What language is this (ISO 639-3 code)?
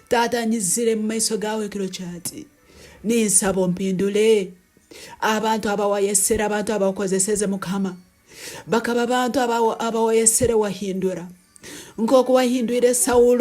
nyn